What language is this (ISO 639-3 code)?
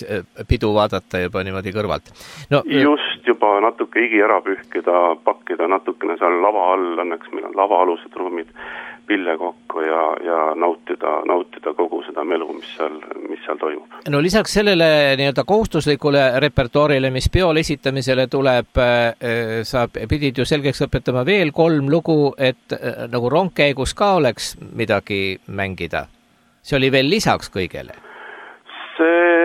est